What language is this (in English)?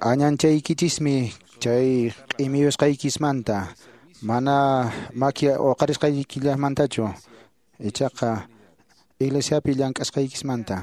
Quechua